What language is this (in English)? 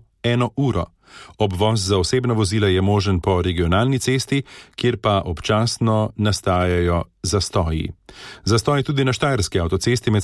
Slovenian